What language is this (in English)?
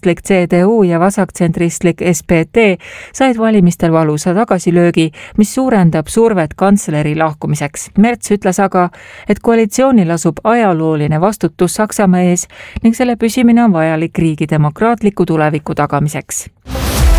Estonian